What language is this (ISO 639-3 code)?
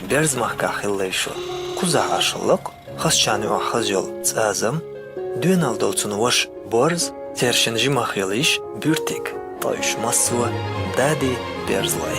che